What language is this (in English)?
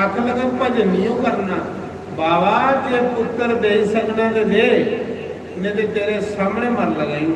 Dogri